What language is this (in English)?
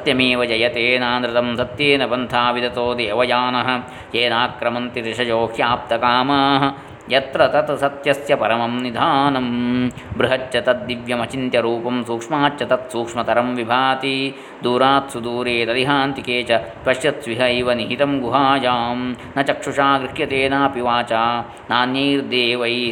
Sanskrit